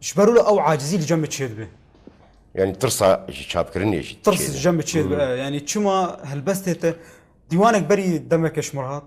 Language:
Kurdish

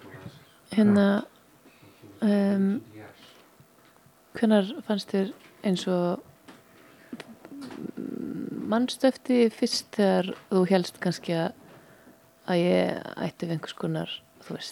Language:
Icelandic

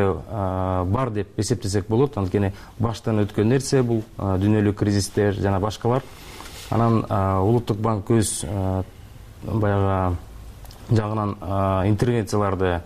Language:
Kyrgyz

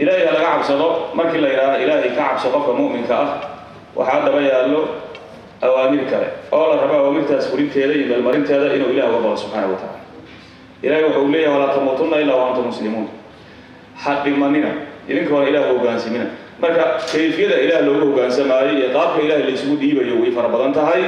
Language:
Somali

